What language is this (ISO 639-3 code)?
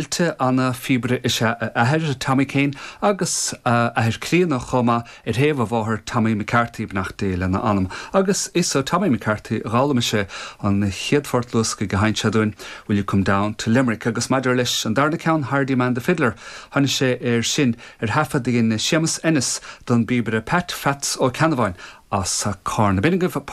gle